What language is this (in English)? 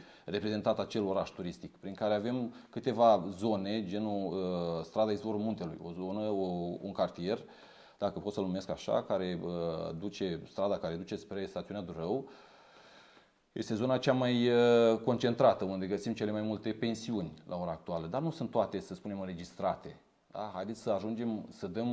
Romanian